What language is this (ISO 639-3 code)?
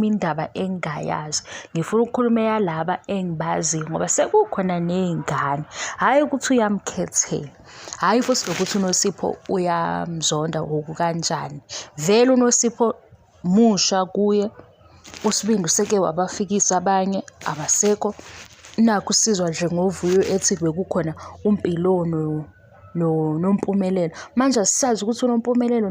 zul